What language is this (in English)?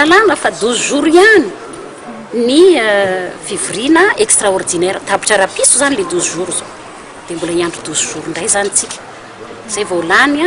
Malagasy